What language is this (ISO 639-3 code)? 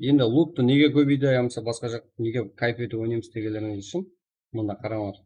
kaa